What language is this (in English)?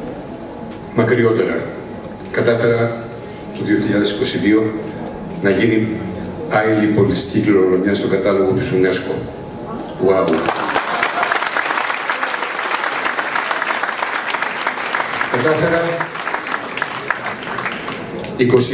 Greek